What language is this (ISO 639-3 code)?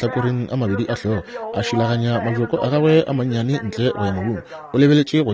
nso